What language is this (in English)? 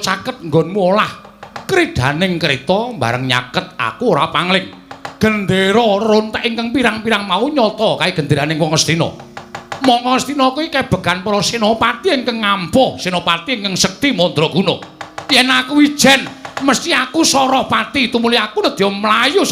Javanese